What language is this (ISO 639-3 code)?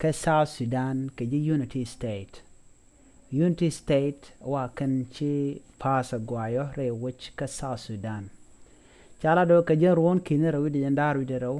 nus